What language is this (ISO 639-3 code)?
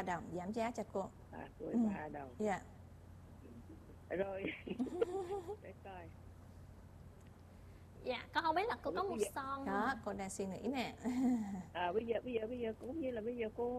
vie